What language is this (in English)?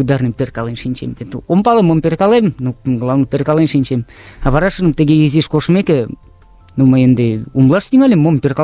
Mari